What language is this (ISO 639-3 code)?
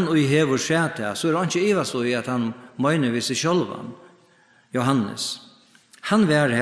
fao